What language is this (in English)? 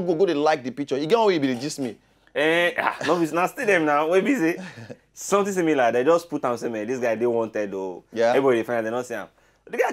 Nigerian Pidgin